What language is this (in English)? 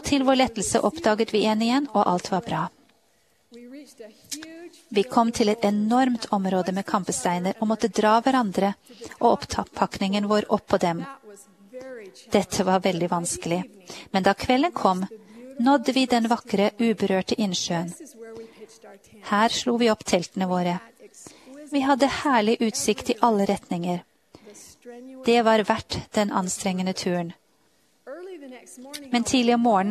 Norwegian